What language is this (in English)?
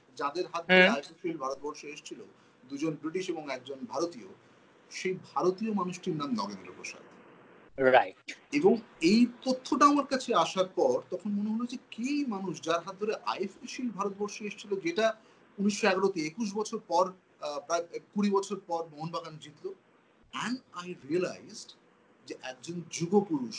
Bangla